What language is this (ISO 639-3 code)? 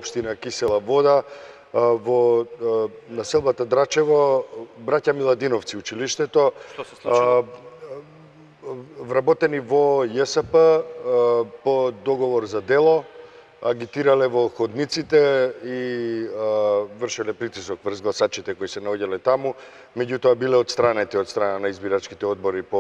mkd